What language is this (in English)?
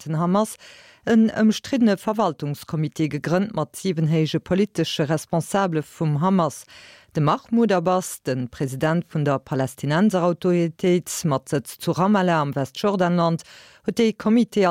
Luxembourgish